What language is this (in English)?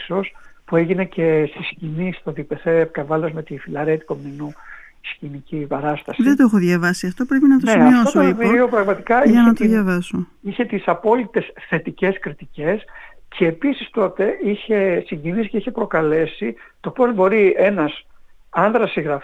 Greek